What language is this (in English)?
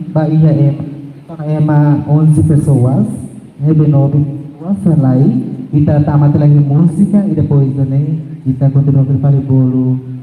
Tetum